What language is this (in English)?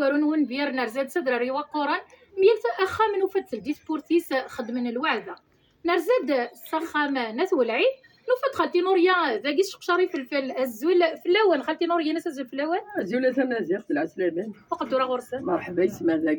Kabyle